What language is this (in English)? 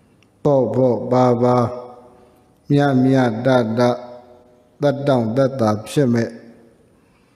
Burmese